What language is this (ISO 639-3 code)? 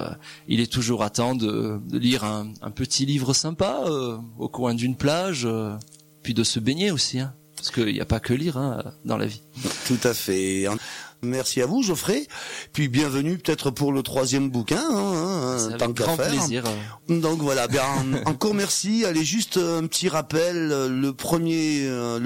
fra